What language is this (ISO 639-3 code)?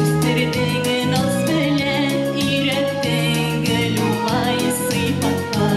bak